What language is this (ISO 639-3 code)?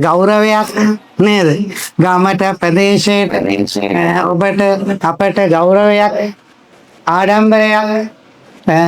sin